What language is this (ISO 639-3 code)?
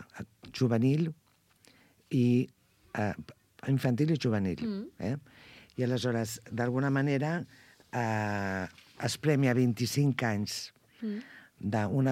cat